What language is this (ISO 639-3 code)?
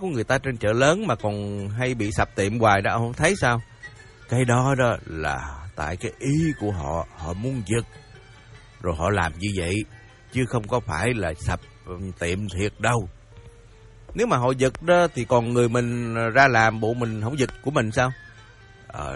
vie